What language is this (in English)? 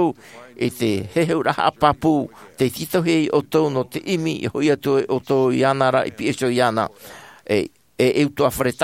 Tahitian